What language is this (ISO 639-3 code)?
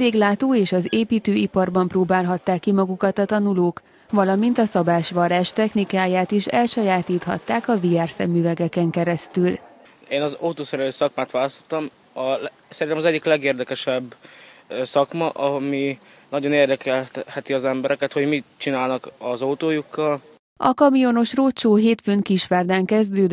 hun